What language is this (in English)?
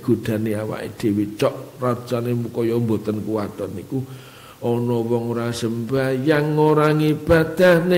Javanese